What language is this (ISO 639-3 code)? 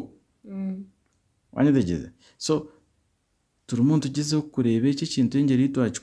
nyn